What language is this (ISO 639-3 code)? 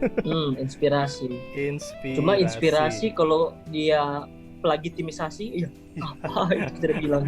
xmm